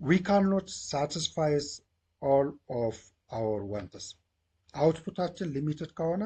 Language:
Amharic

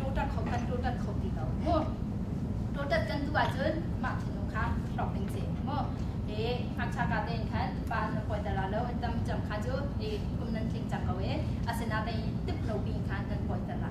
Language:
Hakha Chin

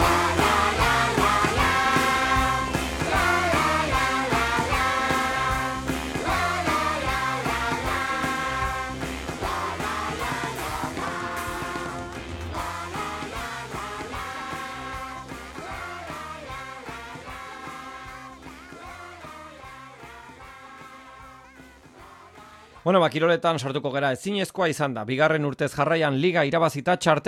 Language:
Basque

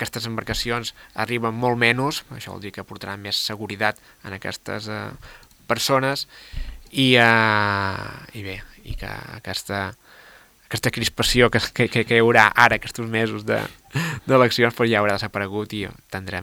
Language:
Catalan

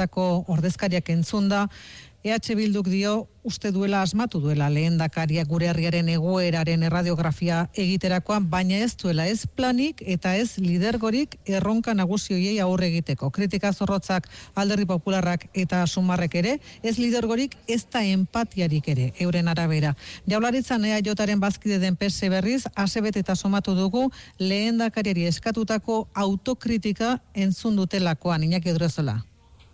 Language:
Basque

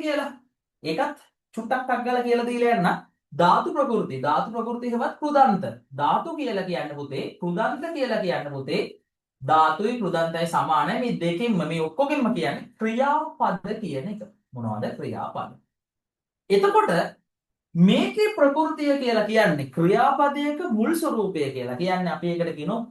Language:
Sinhala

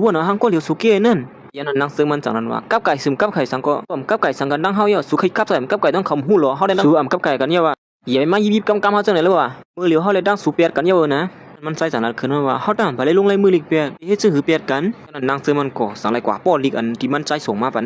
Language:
Shan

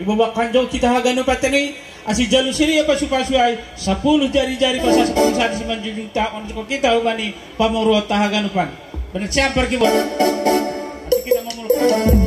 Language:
Batak Simalungun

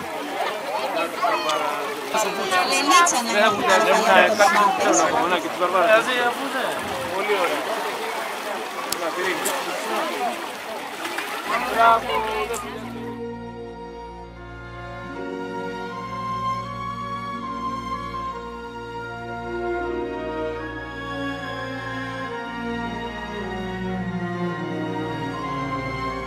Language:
Greek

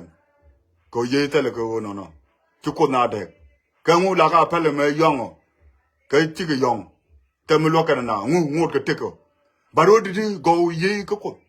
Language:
Nuer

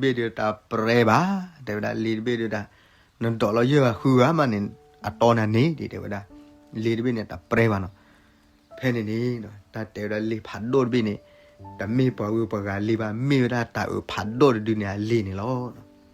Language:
S'gaw Karen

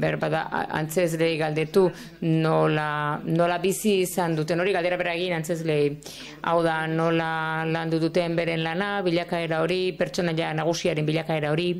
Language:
Basque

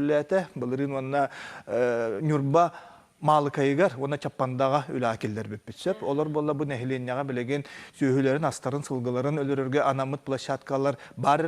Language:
Yakut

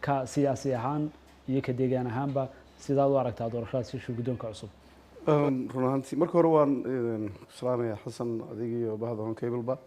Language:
Somali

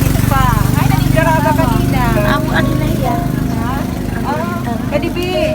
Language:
Waray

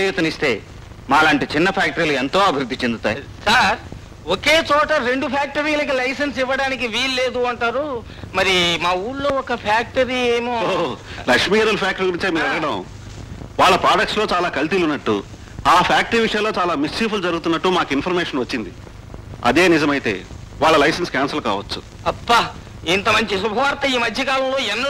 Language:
Telugu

